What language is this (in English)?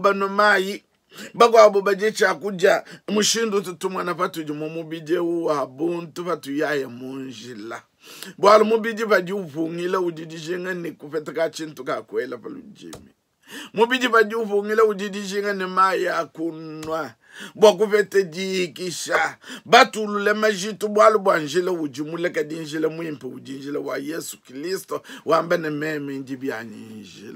Luba-Lulua